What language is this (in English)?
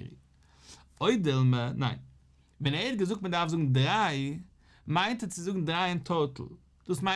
Yiddish